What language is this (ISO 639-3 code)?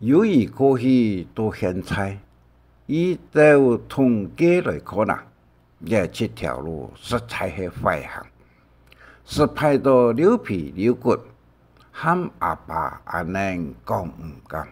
hak